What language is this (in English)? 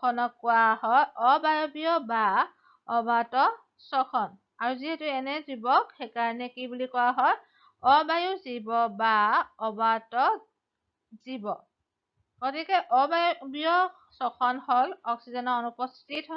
Assamese